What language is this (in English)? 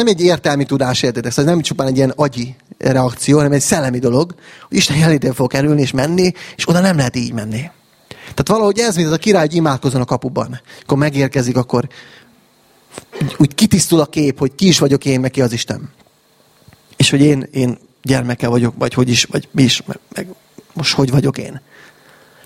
Hungarian